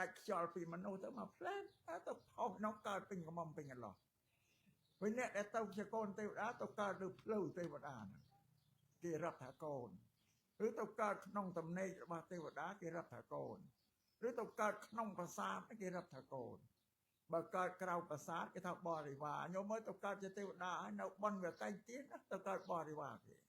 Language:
Khmer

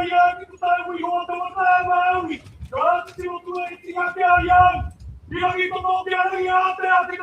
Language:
Māori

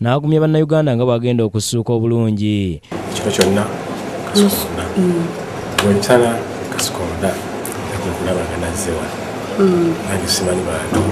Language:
Ganda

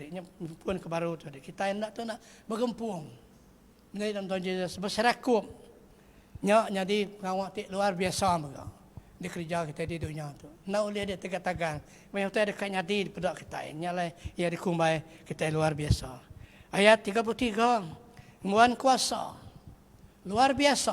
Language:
Iban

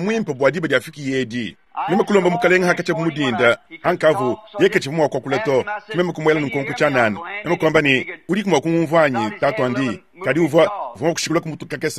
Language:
Luba-Lulua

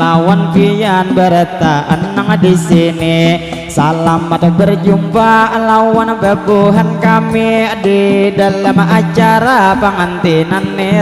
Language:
Banjar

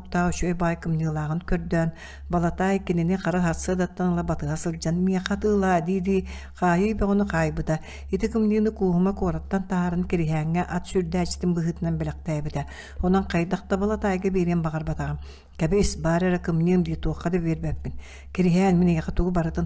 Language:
Yakut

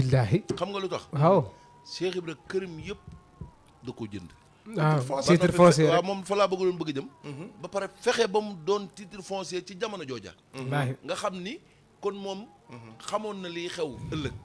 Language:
Wolof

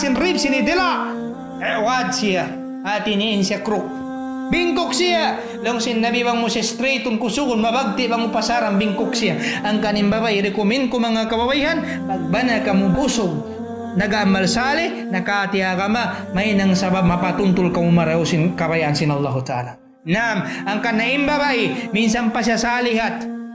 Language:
Tausug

